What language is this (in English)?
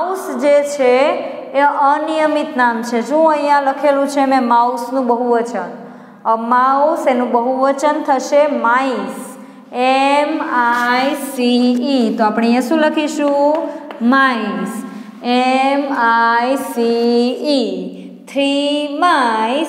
Gujarati